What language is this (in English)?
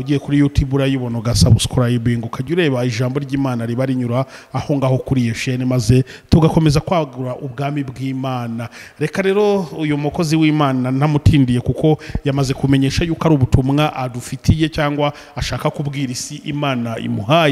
Kinyarwanda